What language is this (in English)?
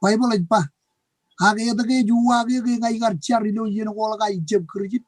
Marshallese